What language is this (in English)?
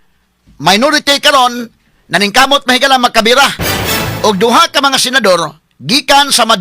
Cebuano